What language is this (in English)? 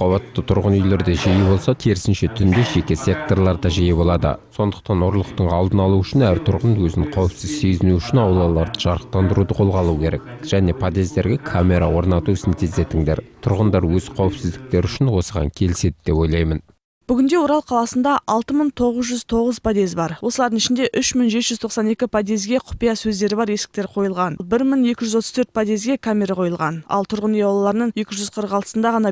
Kazakh